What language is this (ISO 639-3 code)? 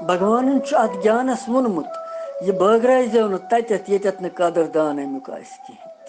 kas